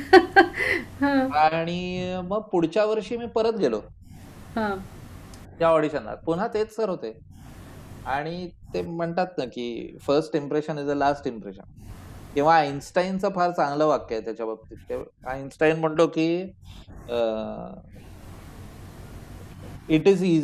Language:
Marathi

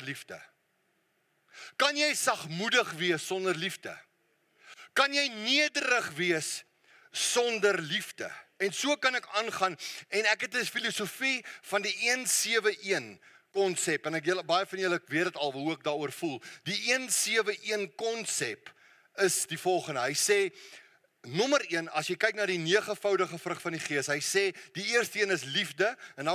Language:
Afrikaans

